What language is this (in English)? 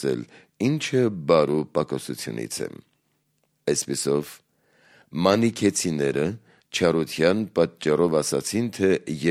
Armenian